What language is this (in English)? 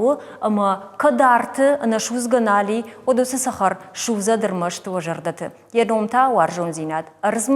Ossetic